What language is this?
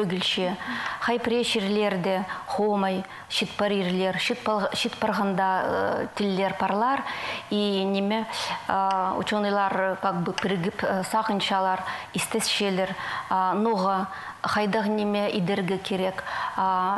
Khakas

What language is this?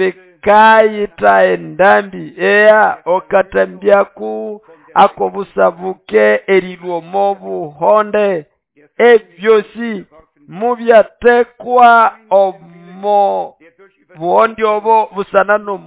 Nande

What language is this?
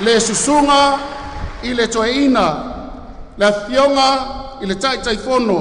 Samoan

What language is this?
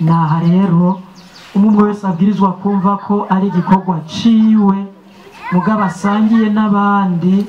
Rundi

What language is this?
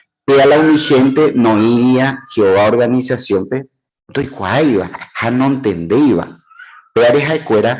Guarani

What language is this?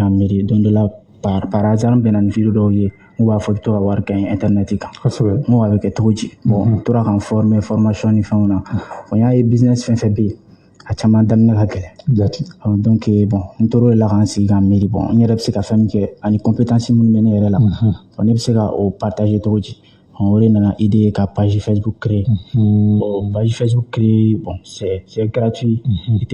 Bambara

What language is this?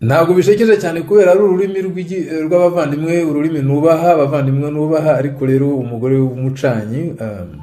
Kinyarwanda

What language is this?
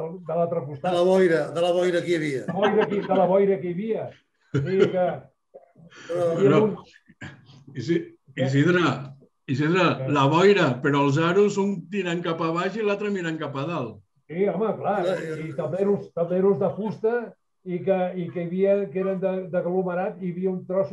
Catalan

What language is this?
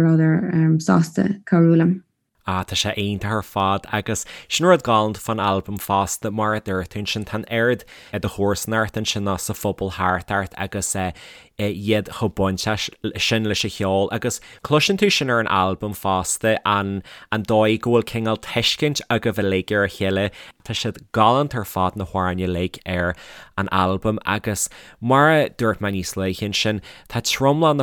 Irish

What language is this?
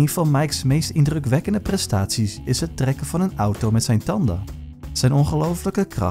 Dutch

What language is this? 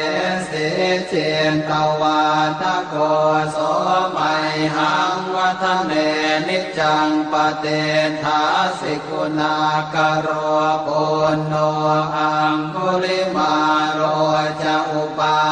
Pali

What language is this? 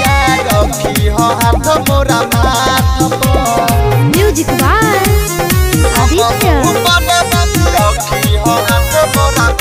Bhojpuri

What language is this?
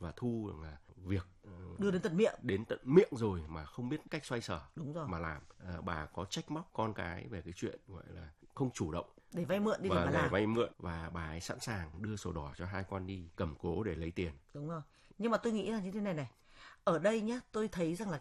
Vietnamese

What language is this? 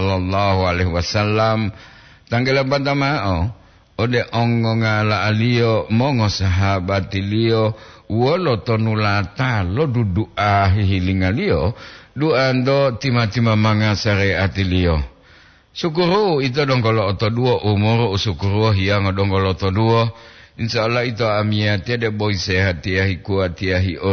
Gorontalo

